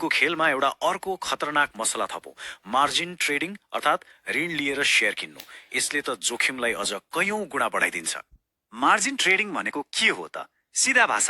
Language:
Nepali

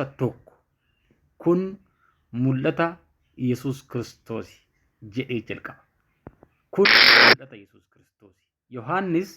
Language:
Oromo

